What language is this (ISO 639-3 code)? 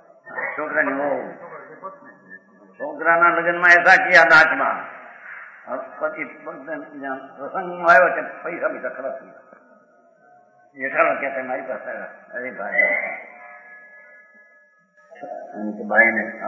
guj